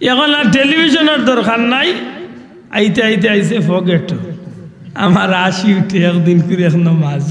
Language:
Sylheti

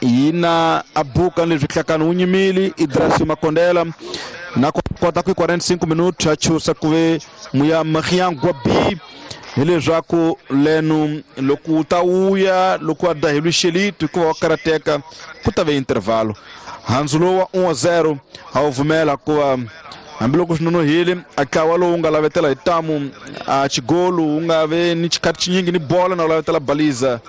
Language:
Tsonga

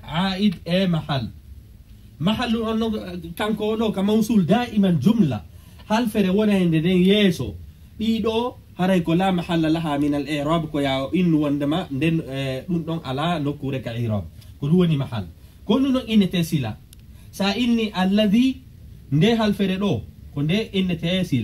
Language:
Pular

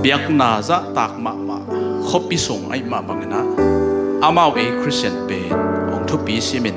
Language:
Tedim Chin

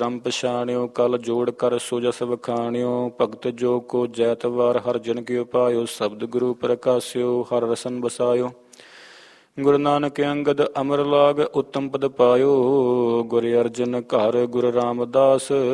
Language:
Punjabi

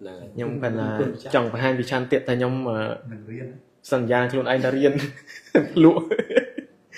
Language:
Khmer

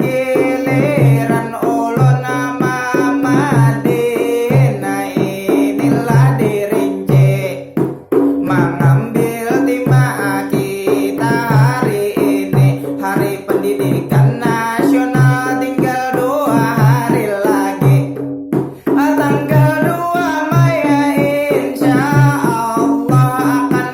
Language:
Banjar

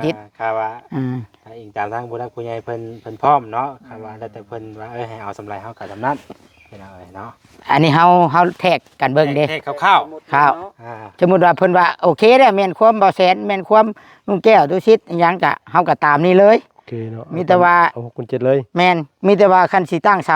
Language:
Northeastern Thai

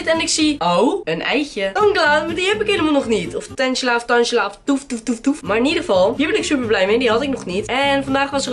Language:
Dutch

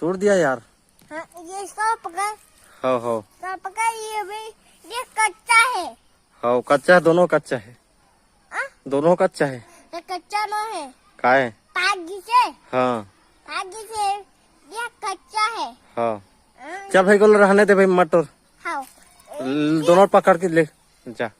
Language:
Chhattisgarhi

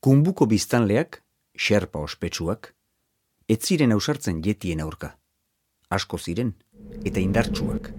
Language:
Basque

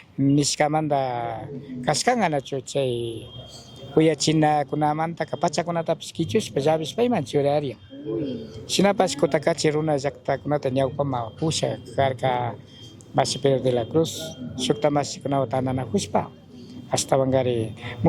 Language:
Chimborazo Highland Quichua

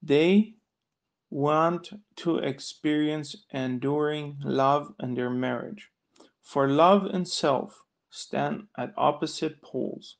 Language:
Plautdietsch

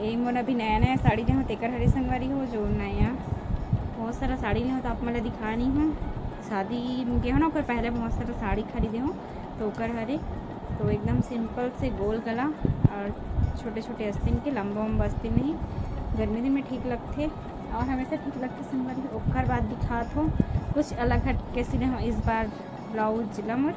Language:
Chhattisgarhi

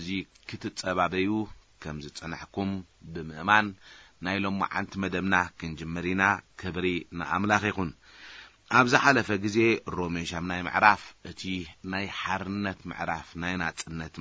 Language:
Tigrinya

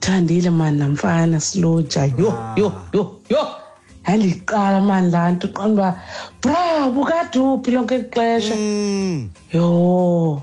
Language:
Xhosa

